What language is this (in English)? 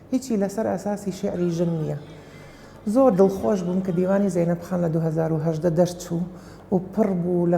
Central Kurdish